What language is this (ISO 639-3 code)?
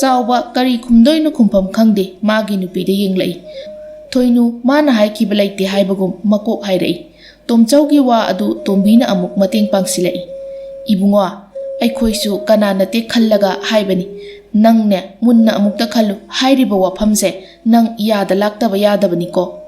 mni